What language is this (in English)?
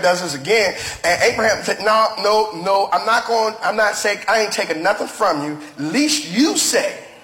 English